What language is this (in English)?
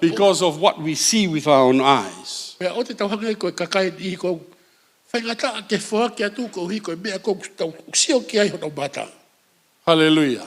Tongan